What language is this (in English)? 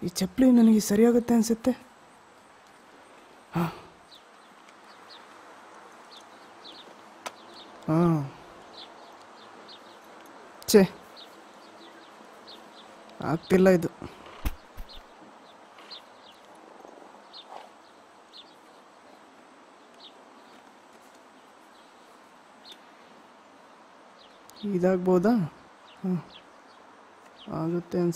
Kannada